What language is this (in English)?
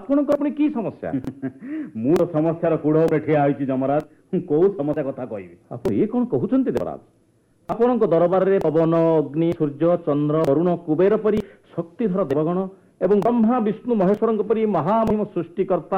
Odia